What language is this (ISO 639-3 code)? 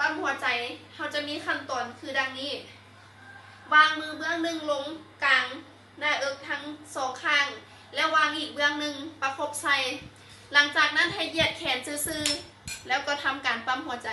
lao